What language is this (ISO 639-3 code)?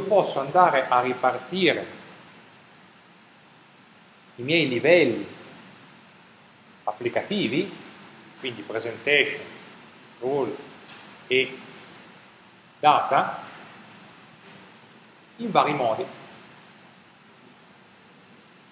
ita